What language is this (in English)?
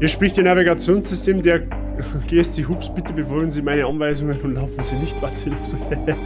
Bavarian